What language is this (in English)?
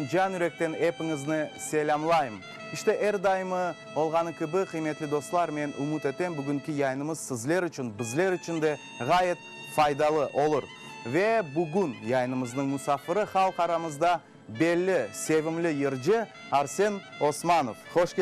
Crimean Tatar